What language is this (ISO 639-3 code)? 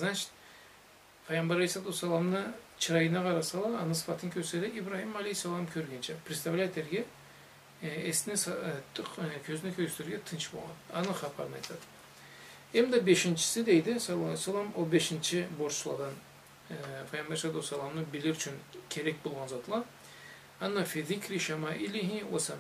krc